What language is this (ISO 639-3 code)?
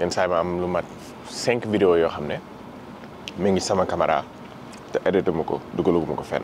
wol